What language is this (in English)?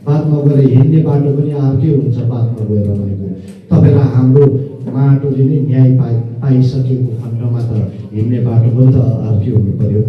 Nepali